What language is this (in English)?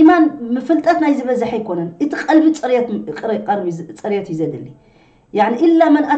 Tigrinya